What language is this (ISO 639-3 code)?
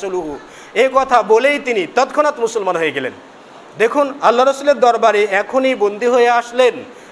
ben